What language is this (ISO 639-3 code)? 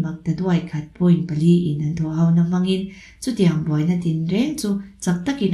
lus